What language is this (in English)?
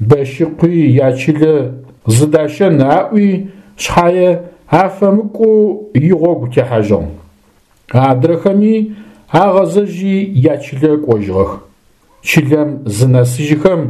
Adyghe